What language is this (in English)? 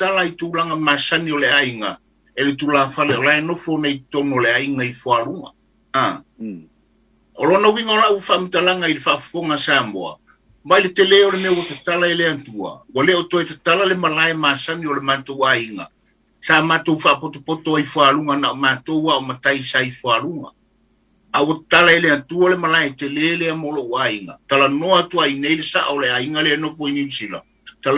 Samoan